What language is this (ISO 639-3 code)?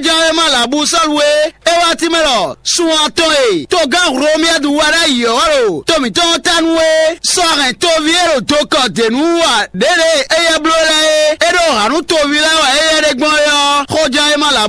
fon